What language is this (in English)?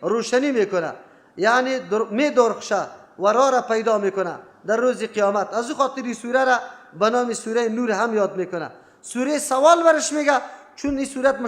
Persian